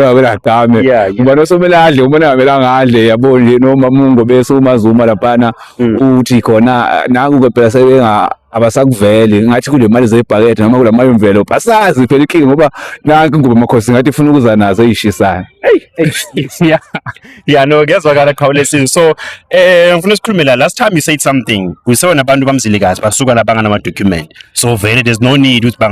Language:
Zulu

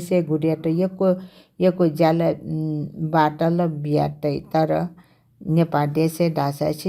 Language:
Newari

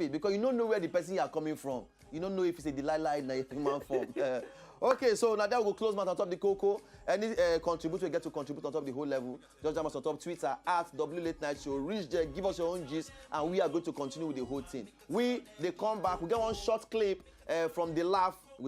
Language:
Nigerian Pidgin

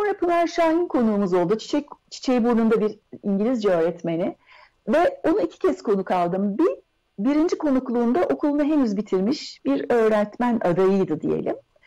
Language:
Turkish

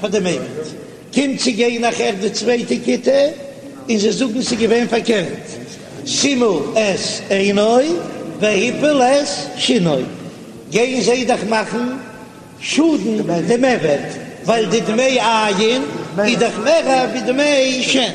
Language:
Yiddish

